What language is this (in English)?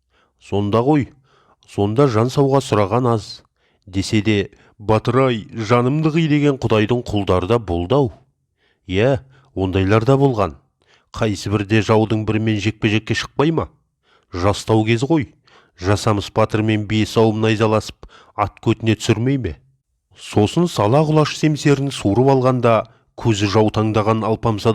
Kazakh